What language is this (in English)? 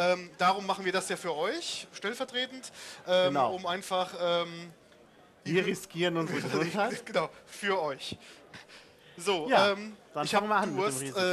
German